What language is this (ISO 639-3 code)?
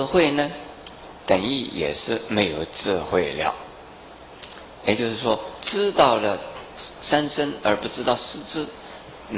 zho